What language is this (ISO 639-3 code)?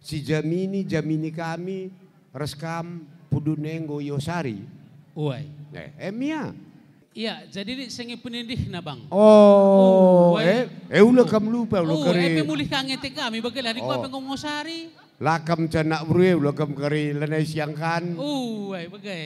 btx